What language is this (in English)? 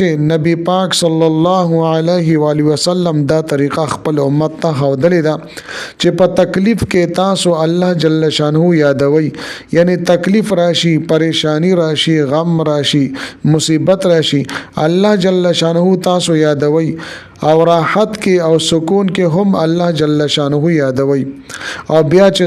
Pashto